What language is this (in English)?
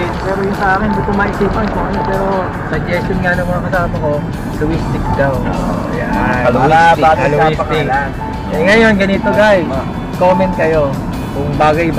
Filipino